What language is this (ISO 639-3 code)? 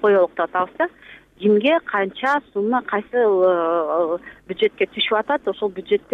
kir